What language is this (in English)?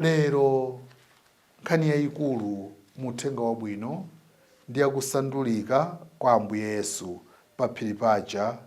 Nyanja